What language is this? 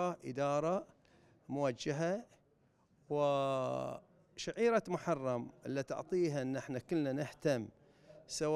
Gulf Arabic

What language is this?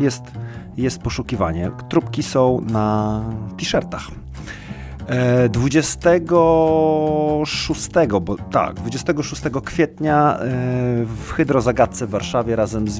Polish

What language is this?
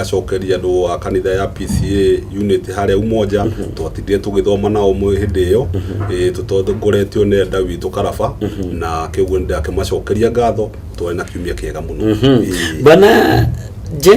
Kikuyu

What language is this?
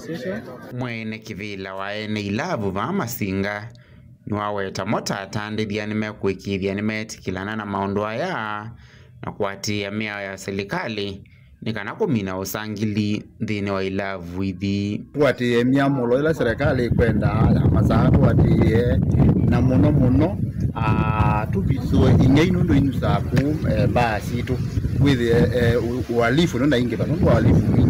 Kamba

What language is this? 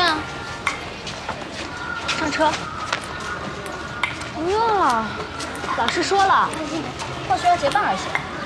Chinese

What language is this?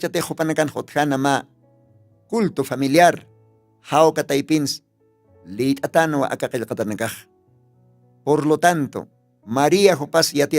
Aymara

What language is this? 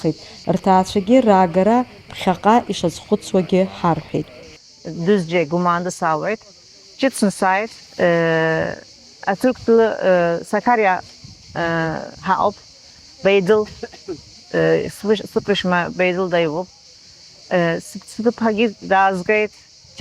Abkhazian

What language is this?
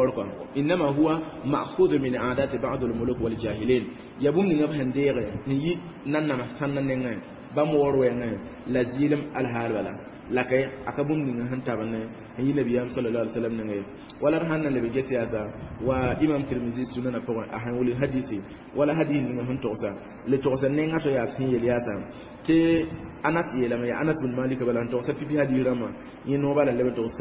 Mossi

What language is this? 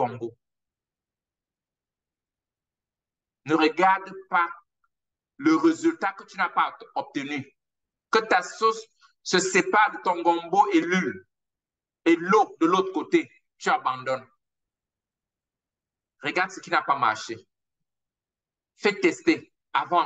French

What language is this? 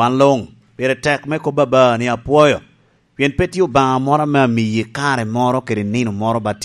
Lango (Uganda)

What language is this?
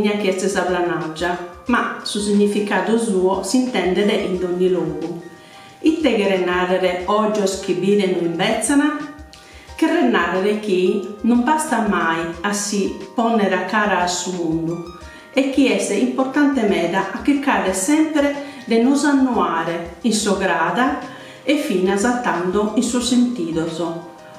Sardinian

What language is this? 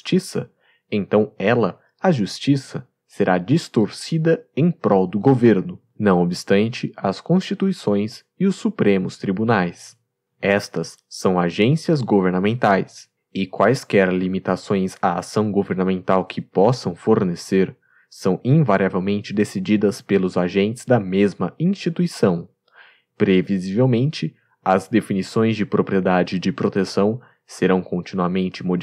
Portuguese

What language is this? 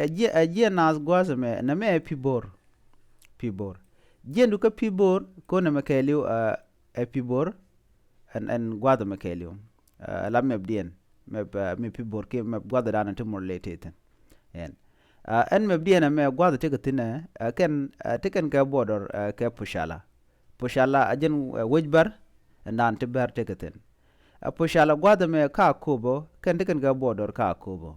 Nuer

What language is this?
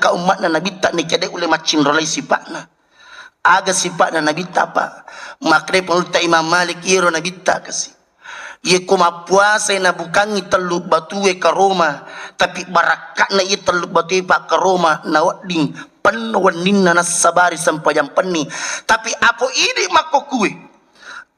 Buginese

